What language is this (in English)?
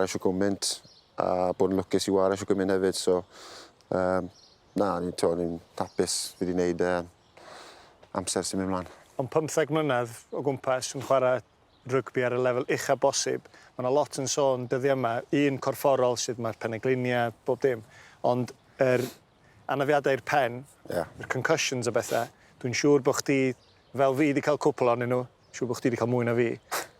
Welsh